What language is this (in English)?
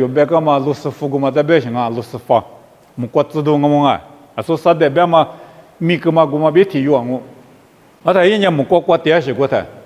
Lisu